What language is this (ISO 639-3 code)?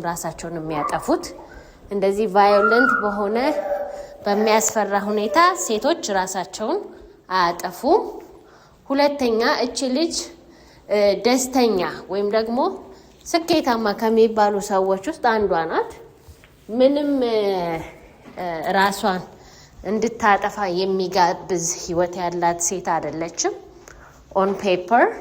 amh